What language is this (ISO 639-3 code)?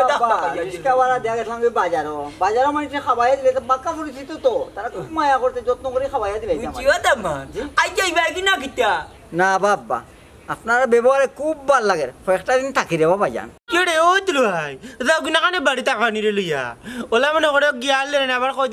syl